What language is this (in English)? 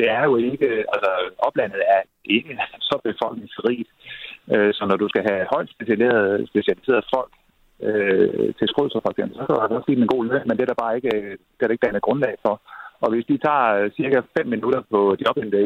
Danish